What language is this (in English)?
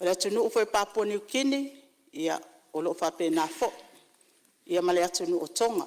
Samoan